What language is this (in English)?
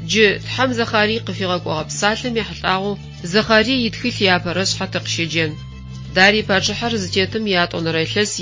Adyghe